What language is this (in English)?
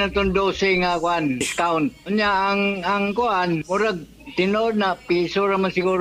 Cebuano